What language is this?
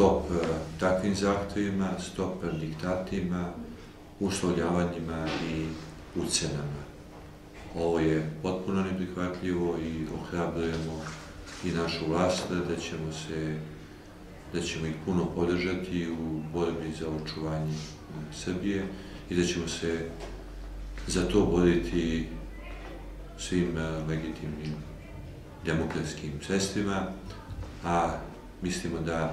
Serbian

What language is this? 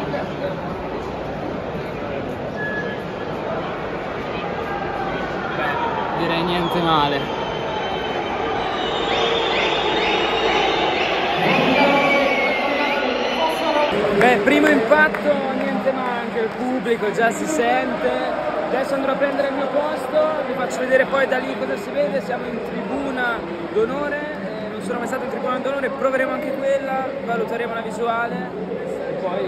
Italian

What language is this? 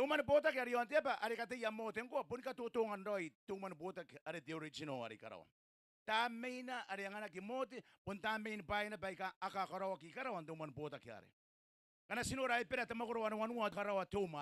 Gilbertese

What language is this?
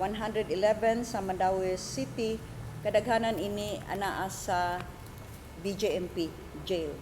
Cebuano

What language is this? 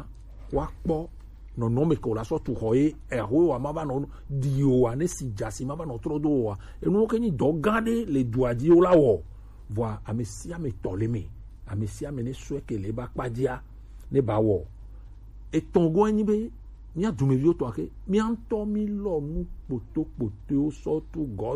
Gen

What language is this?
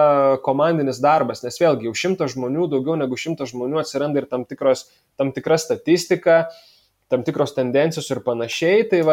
Lithuanian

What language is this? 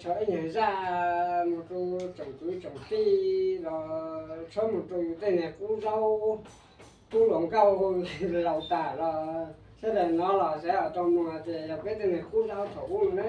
Hmong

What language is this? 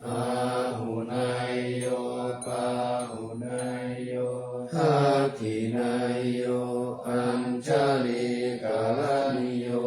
Pali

